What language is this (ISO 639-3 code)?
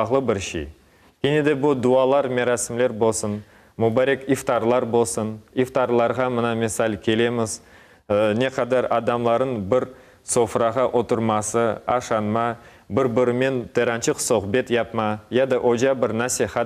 crh